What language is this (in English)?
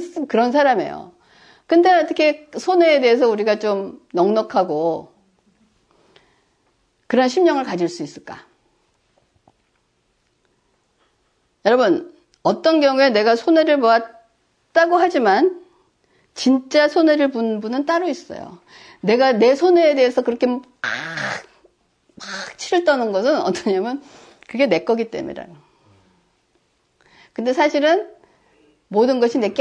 Korean